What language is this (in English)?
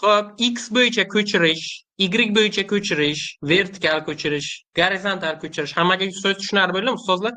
Uzbek